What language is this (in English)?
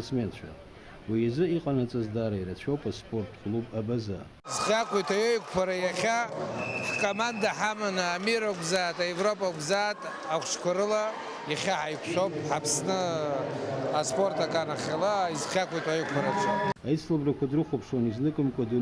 Abkhazian